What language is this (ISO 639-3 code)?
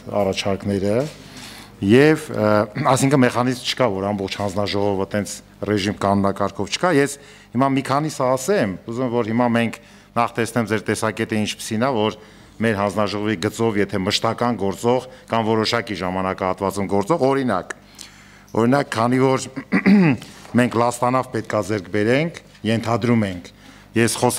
hye